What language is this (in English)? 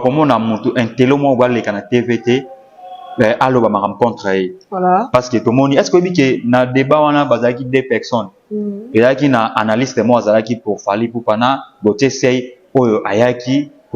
Lingala